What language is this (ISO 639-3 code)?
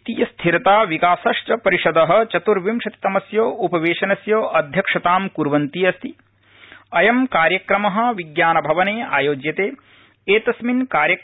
san